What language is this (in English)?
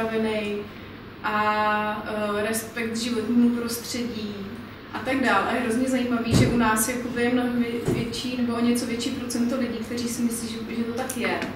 Czech